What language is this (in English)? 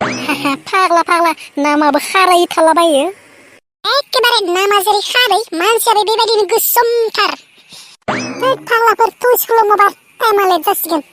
Bodo